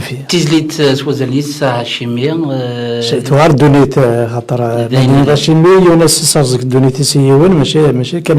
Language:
Kabyle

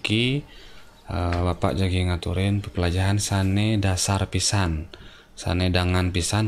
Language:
Balinese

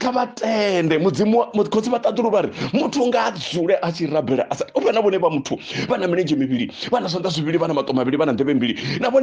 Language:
Venda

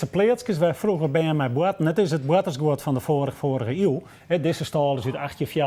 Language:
Western Frisian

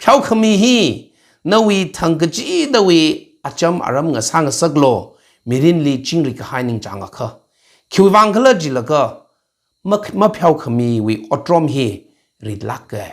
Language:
Tangkhul Naga (India)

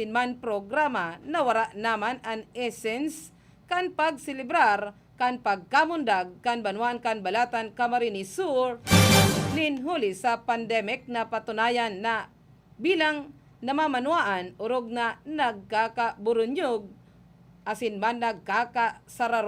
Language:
Bikol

